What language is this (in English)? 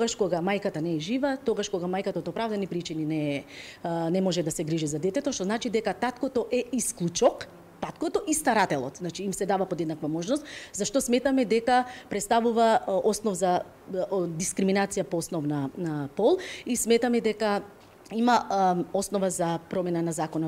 Macedonian